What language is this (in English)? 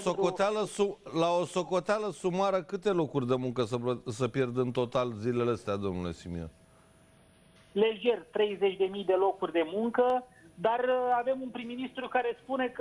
Romanian